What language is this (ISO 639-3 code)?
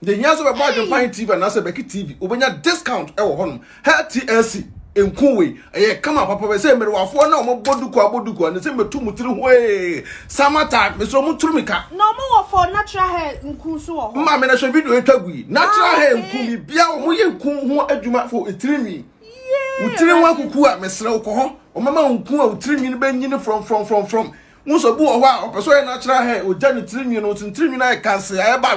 aka